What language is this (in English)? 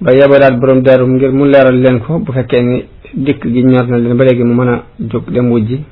Wolof